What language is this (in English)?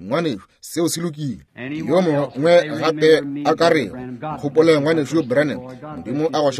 Northern Sotho